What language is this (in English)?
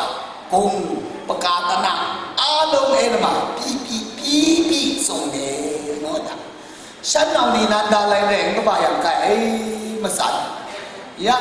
Kachin